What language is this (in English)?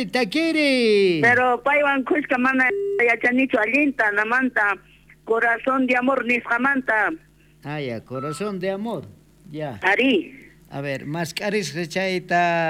South Bolivian Quechua